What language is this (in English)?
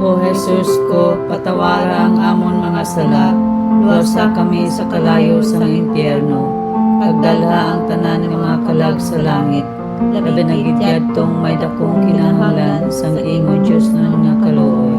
Hiligaynon